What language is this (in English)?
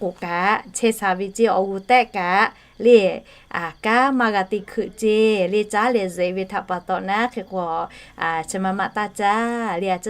Lahu